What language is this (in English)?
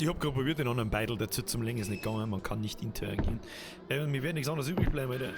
Bavarian